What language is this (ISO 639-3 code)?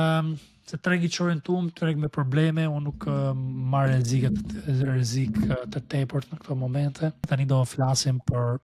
sqi